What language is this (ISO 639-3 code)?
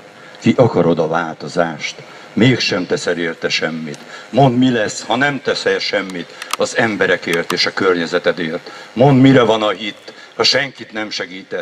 hun